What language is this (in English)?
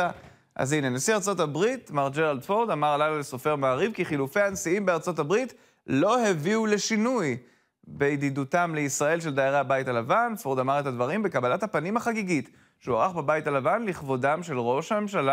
Hebrew